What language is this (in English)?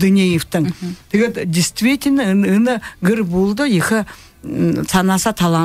Buriat